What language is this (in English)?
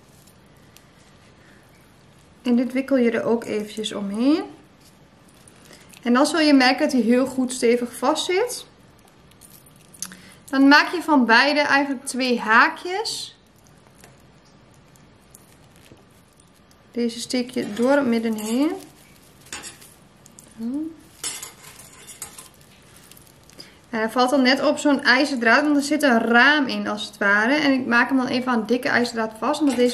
Dutch